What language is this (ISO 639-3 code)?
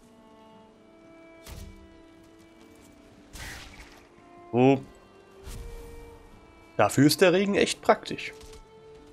deu